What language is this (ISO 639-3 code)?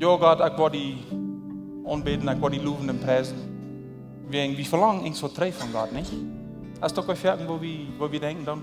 pdt